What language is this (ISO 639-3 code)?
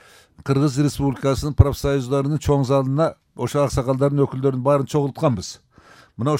kir